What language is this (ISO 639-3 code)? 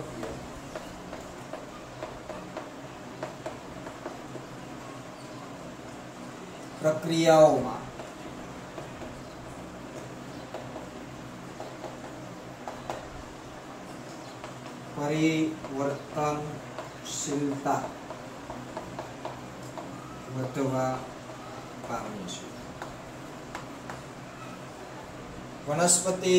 guj